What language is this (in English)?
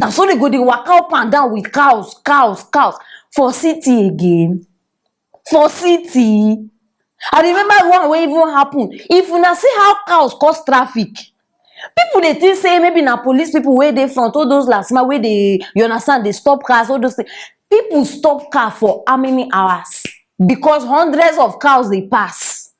Nigerian Pidgin